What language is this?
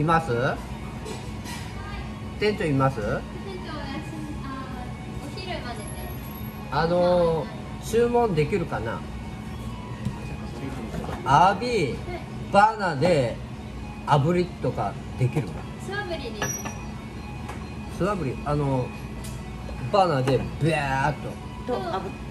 Japanese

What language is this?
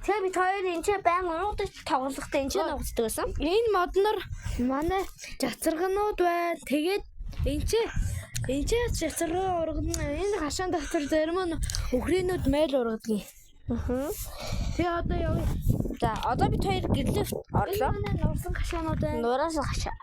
Mongolian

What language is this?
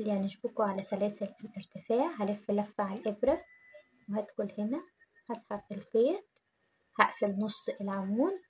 Egyptian Arabic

